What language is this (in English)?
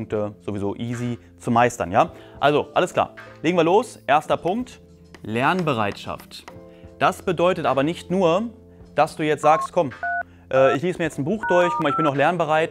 German